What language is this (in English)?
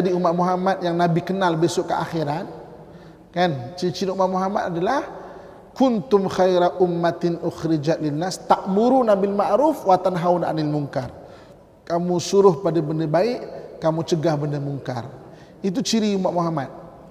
Malay